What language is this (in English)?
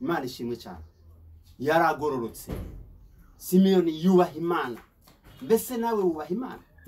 Rundi